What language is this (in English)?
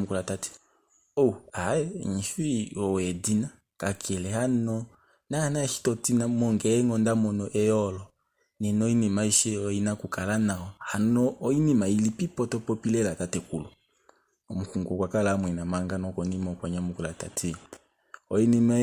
Kuanyama